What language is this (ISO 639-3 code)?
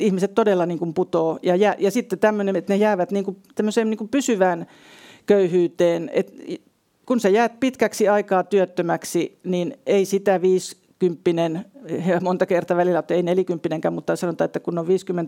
fin